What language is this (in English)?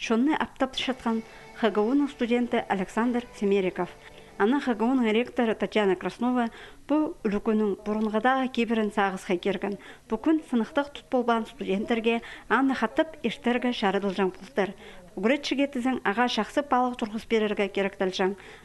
Khakas